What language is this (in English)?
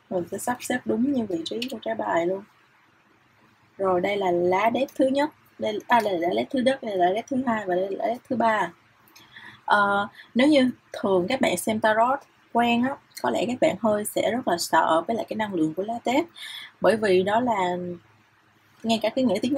Vietnamese